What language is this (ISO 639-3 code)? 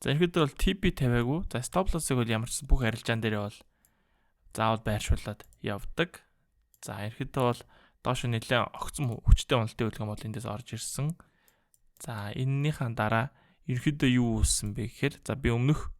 mon